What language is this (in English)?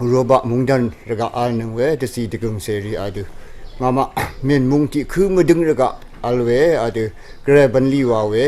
Rawang